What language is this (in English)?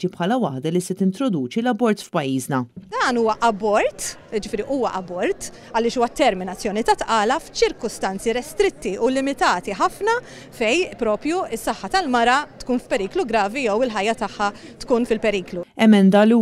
Maltese